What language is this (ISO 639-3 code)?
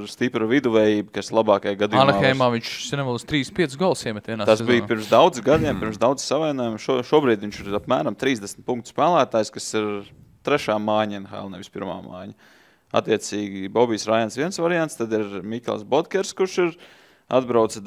lav